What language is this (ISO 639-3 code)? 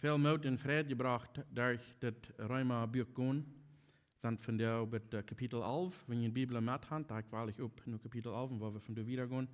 pdt